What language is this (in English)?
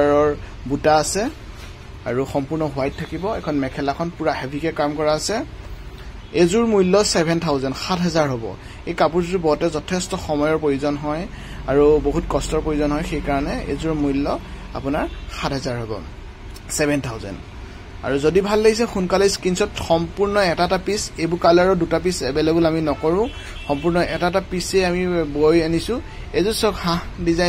Assamese